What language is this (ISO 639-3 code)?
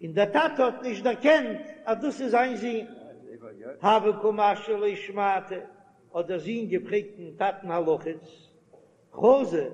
yid